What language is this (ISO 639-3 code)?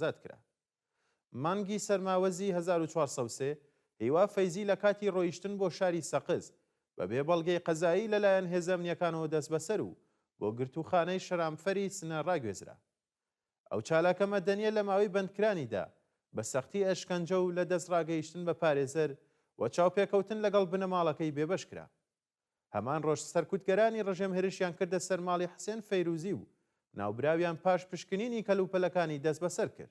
ckb